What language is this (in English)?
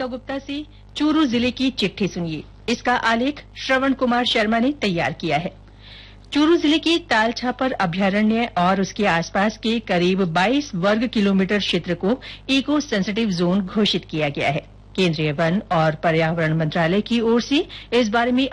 Hindi